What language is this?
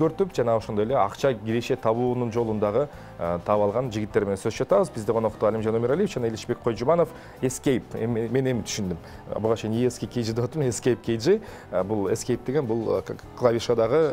Kyrgyz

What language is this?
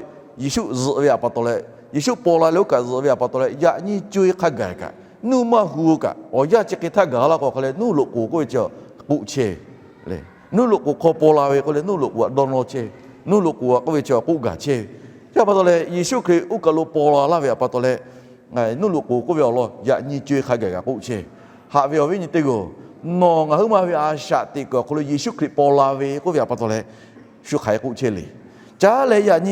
Lahu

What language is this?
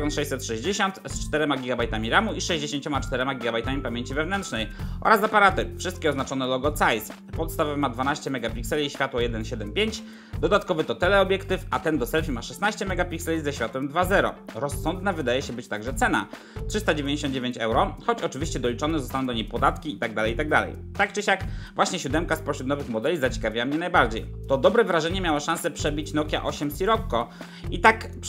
Polish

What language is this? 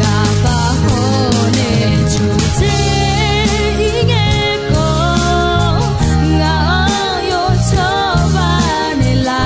Akha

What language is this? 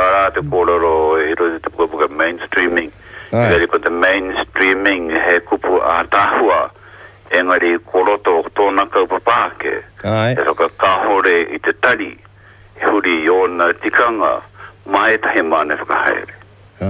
Māori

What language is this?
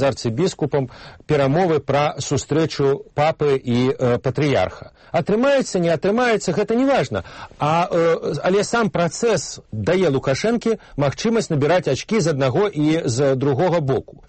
Belarusian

